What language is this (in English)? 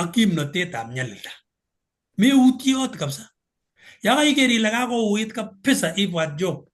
Kalenjin